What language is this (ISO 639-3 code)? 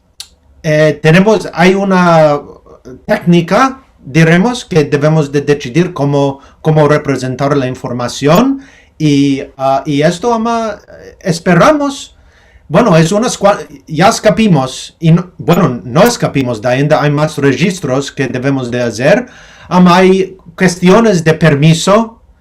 lad